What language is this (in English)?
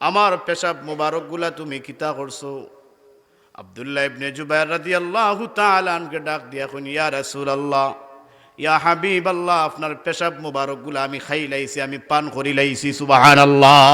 Sylheti